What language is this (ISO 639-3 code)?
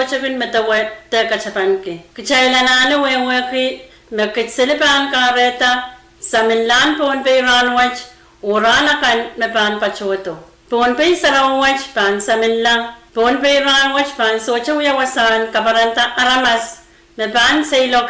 pon